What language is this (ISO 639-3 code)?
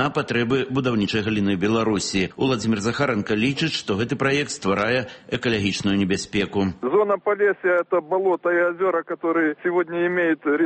bel